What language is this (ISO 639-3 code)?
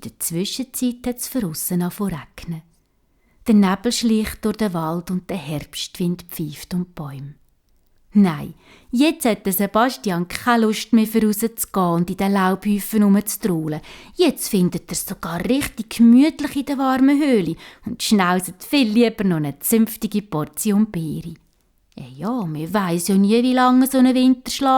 gsw